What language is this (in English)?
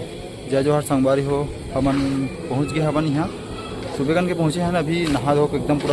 Chhattisgarhi